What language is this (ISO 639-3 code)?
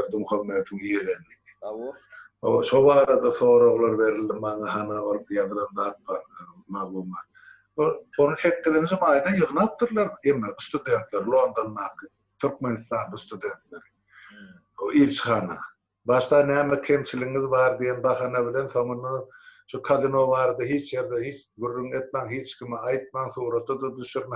tuk